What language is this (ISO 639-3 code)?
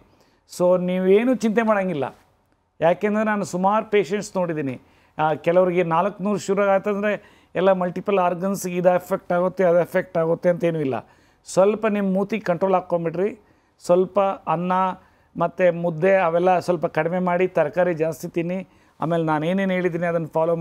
kan